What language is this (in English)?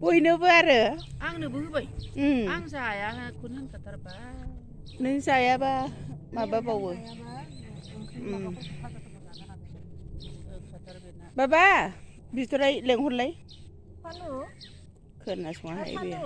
Bodo